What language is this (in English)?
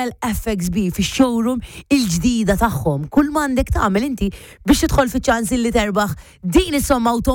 Maltese